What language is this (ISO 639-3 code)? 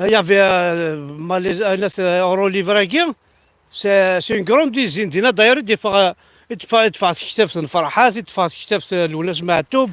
kab